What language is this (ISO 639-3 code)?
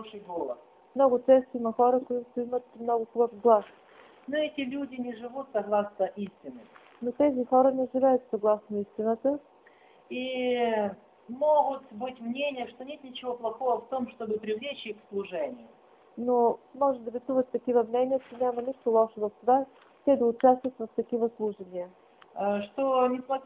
bul